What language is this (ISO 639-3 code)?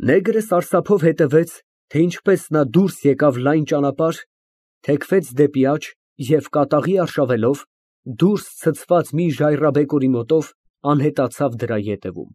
hye